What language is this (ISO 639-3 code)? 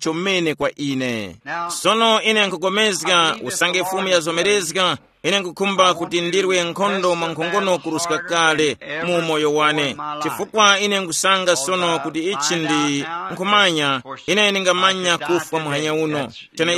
tum